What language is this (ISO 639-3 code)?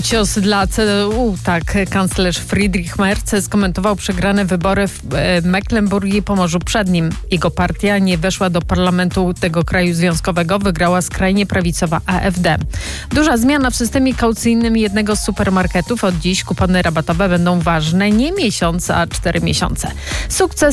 pol